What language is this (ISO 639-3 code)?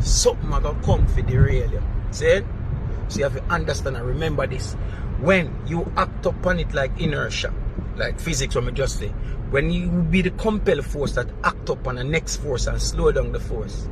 jam